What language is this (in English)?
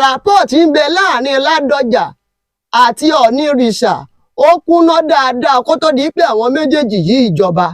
Yoruba